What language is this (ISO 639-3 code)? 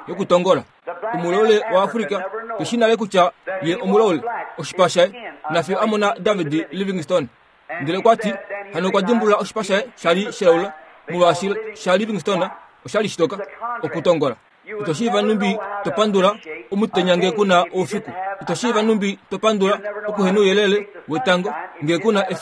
kua